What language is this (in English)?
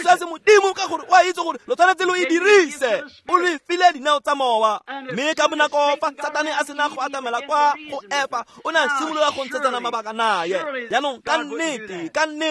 Tswana